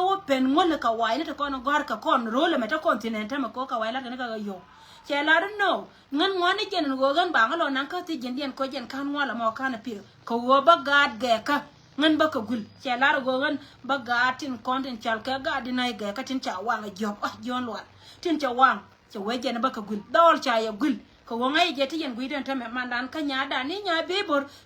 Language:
Nuer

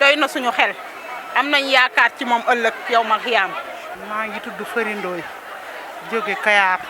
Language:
Wolof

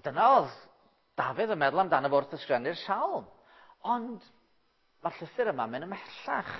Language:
Welsh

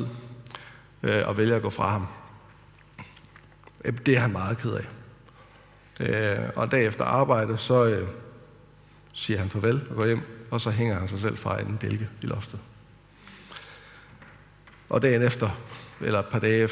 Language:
Danish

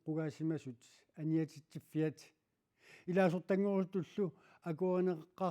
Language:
Kalaallisut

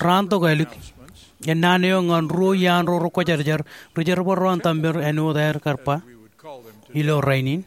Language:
Marshallese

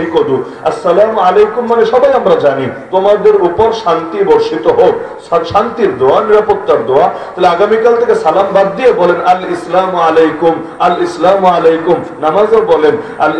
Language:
Bangla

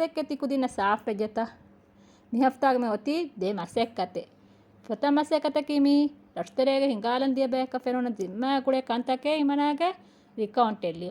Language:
Divehi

